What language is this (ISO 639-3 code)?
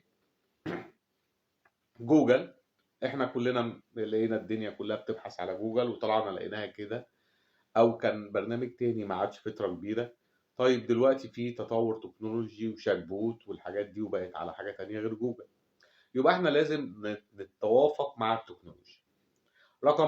arz